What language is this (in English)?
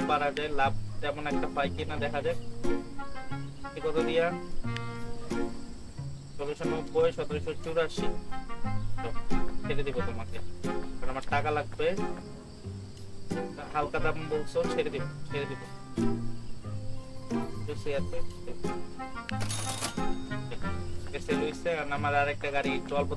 Bangla